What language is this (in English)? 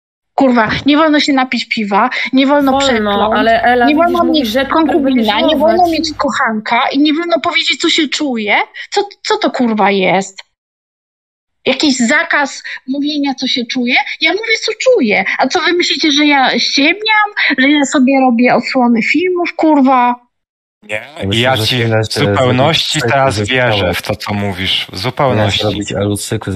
Polish